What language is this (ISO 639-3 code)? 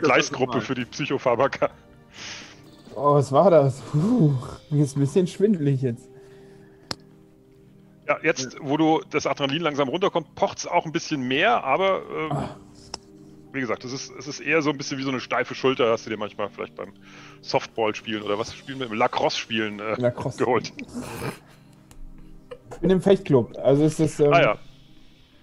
deu